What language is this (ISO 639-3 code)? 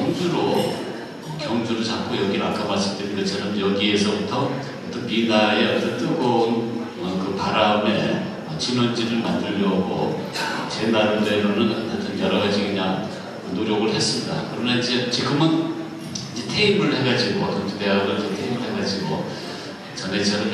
kor